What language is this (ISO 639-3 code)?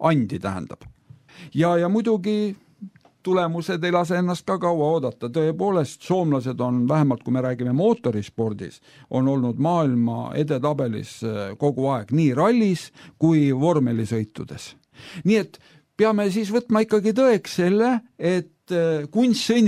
est